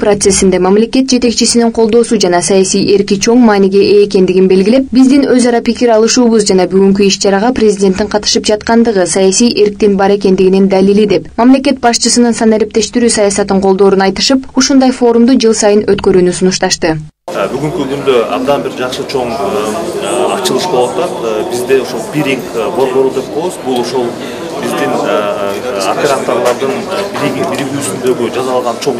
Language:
Kyrgyz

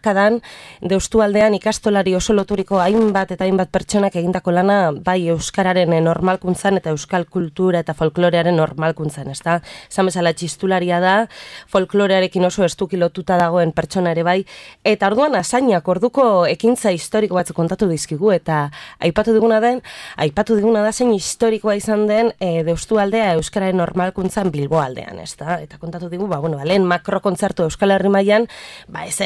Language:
Basque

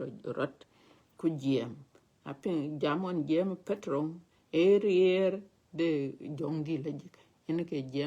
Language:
Dinka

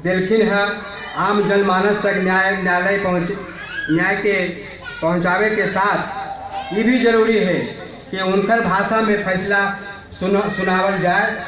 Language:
Magahi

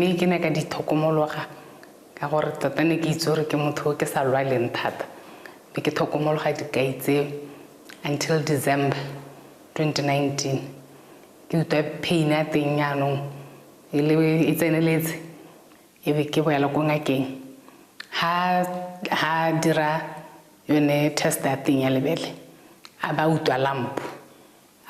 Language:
Tswana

